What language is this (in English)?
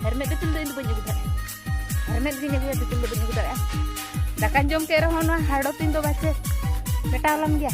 Santali